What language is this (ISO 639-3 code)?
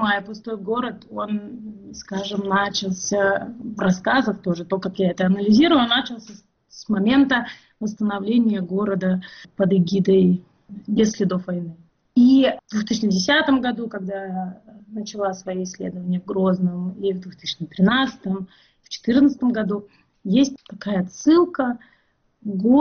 rus